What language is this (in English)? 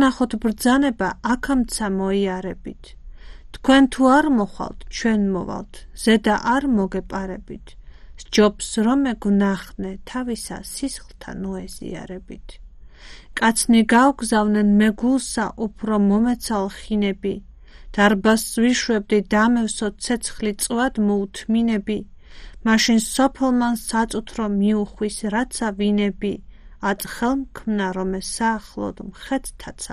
Georgian